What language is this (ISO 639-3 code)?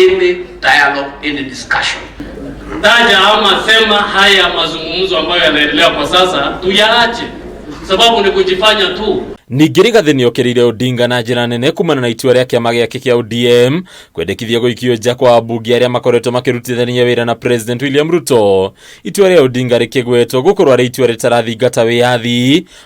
kik